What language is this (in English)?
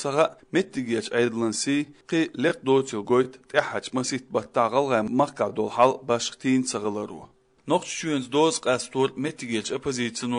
Chechen